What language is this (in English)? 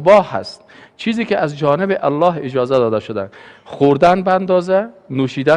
Persian